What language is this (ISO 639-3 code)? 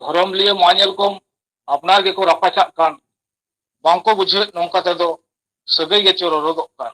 sat